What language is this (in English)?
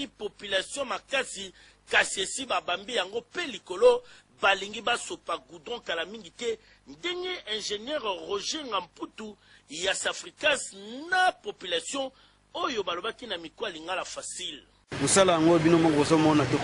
Lingala